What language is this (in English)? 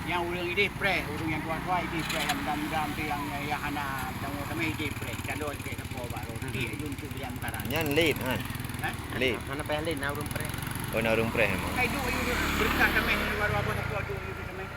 Achinese